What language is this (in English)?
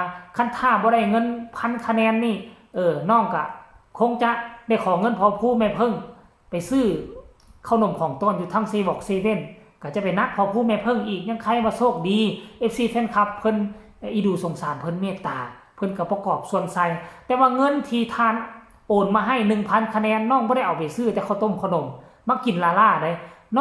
Northeastern Thai